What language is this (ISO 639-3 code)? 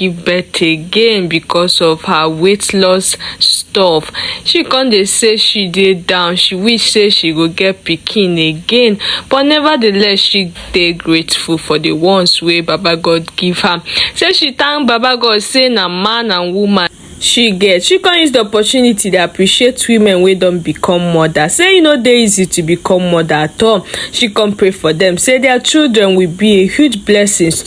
pcm